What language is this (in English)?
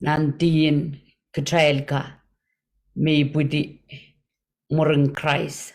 Pohnpeian